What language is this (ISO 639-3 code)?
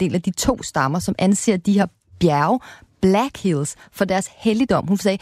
dan